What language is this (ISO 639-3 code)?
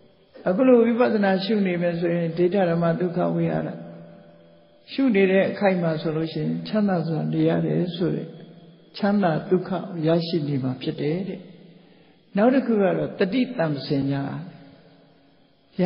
mya